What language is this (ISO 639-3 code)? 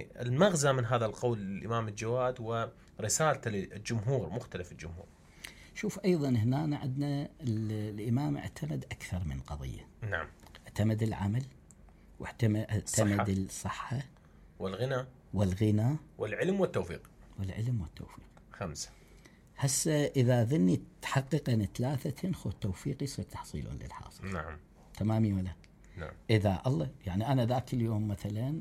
acm